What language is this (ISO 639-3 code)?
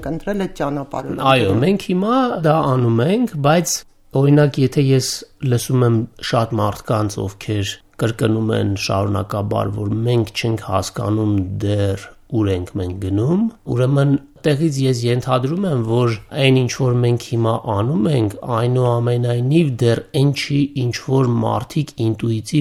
hye